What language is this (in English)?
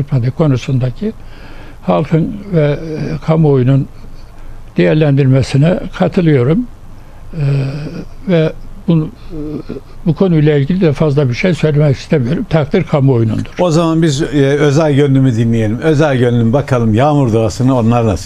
Turkish